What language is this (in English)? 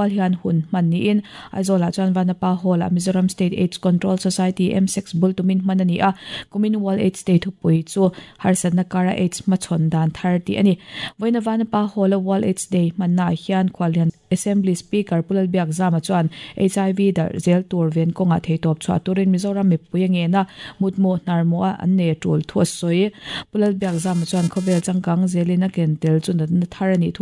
Mizo